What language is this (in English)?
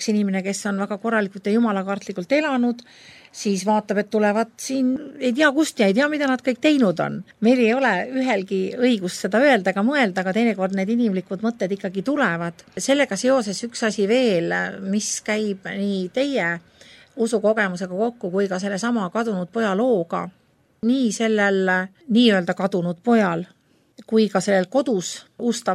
Estonian